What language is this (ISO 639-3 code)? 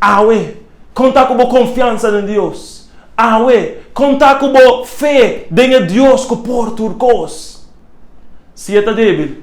pap